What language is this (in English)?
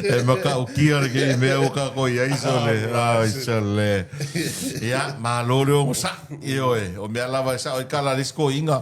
Samoan